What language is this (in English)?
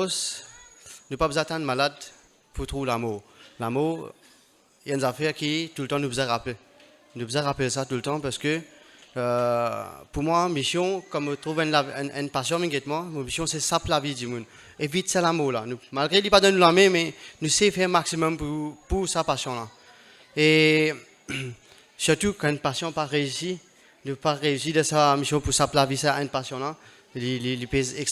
Morisyen